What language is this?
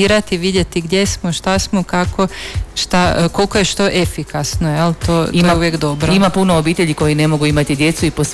Croatian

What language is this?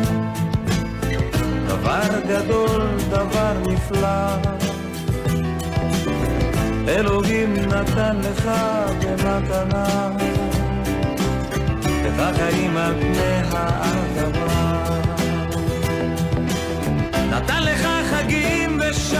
Hebrew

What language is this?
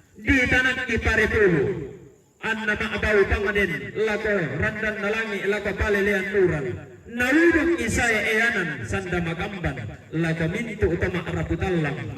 Toraja-Sa'dan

